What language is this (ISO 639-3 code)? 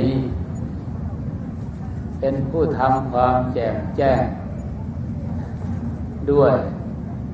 tha